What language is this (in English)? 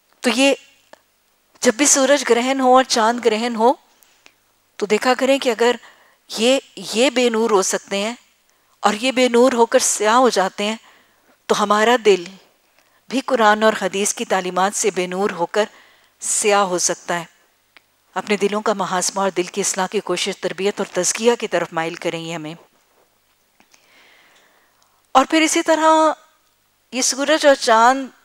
Urdu